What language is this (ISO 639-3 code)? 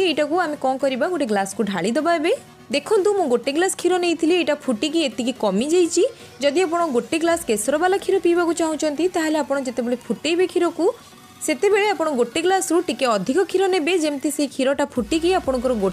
ori